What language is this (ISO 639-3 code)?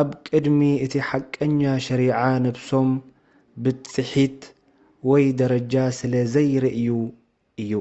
tir